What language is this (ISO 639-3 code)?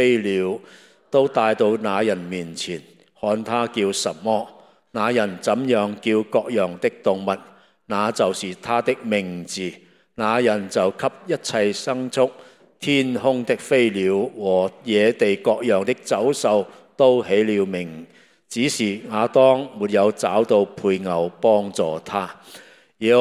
yue